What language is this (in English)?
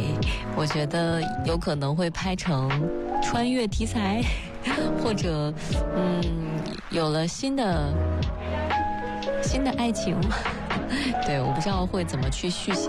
Chinese